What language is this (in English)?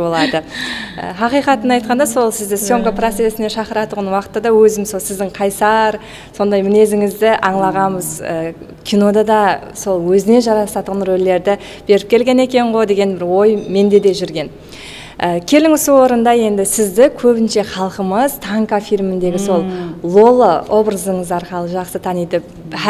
Kara-Kalpak